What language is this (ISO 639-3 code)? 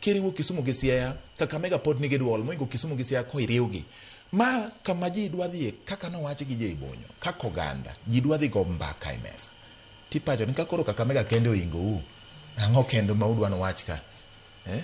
luo